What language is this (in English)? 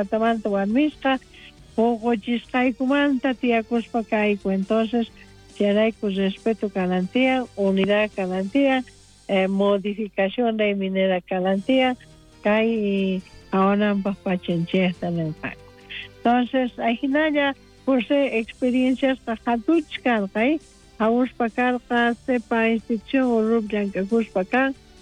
South Bolivian Quechua